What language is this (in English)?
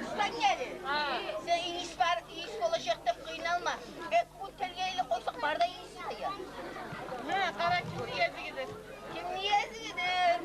Kumyk